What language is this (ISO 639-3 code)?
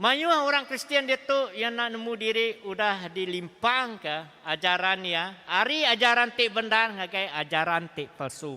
iba